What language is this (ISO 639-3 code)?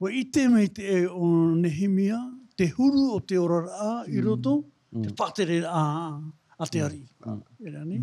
tah